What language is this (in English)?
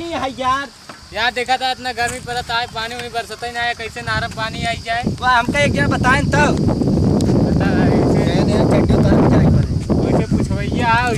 Awadhi